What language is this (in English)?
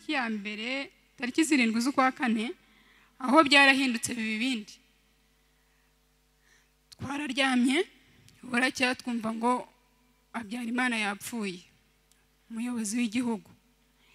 Kinyarwanda